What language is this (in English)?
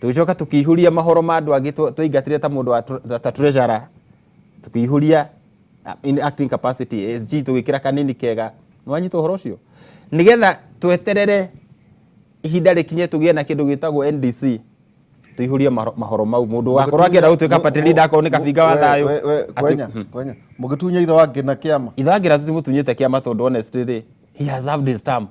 Kikuyu